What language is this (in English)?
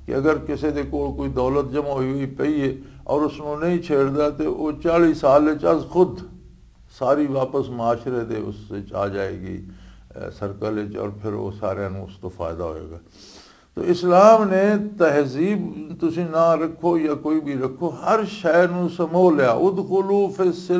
Western Panjabi